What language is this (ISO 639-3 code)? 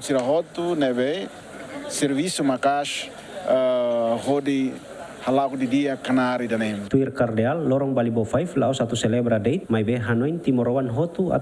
tet